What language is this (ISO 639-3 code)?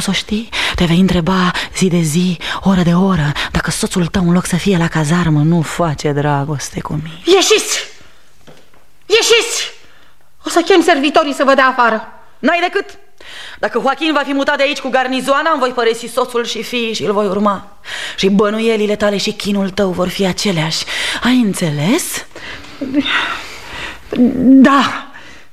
ron